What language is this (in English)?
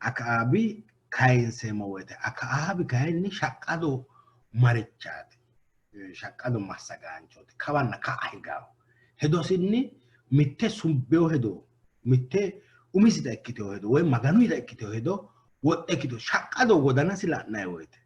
Sidamo